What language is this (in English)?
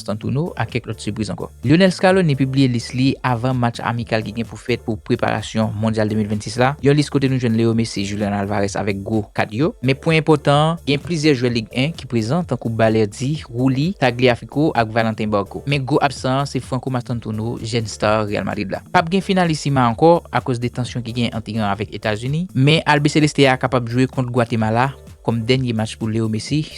Haitian Creole